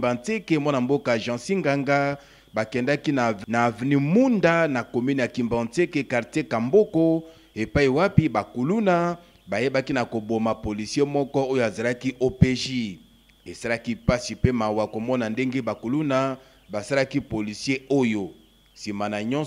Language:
Lingala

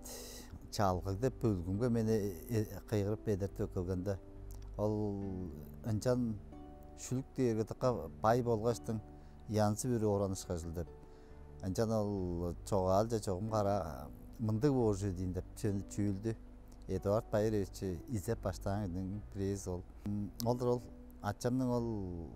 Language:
Tuvinian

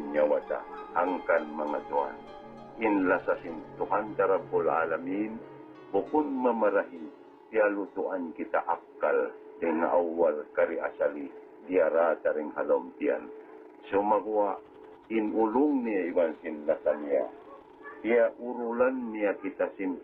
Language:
Tausug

